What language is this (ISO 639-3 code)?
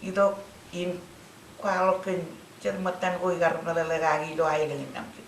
mah